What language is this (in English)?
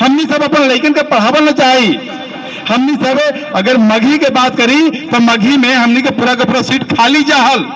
Magahi